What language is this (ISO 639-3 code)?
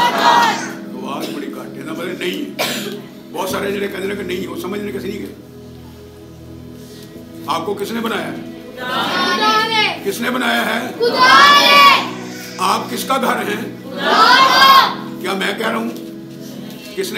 urd